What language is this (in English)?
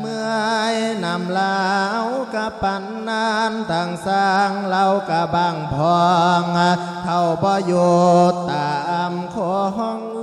Lao